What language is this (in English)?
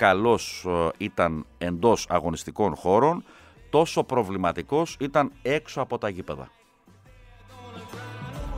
Greek